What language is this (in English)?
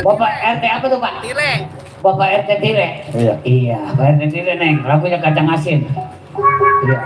Betawi